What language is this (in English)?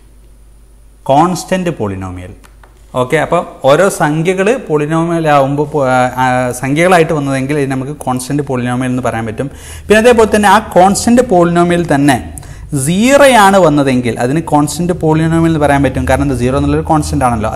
Malayalam